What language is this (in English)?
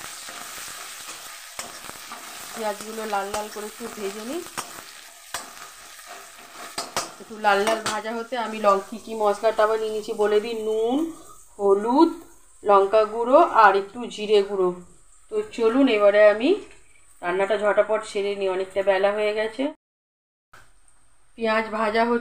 Bangla